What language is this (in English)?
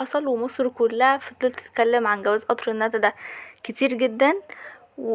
Egyptian Arabic